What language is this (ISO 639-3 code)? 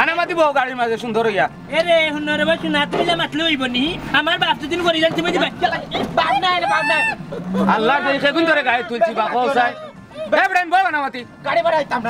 syl